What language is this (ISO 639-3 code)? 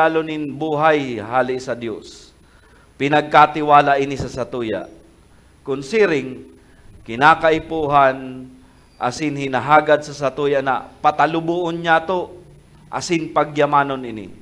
bik